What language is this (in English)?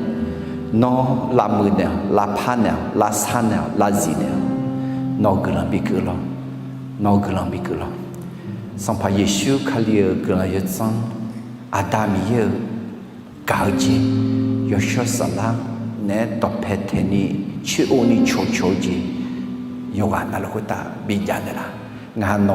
Akha